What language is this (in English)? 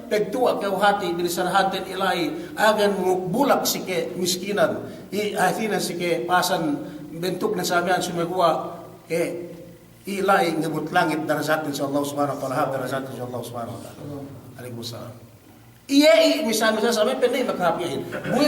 Yakan